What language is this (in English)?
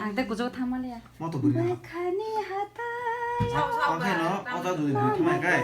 Kok Borok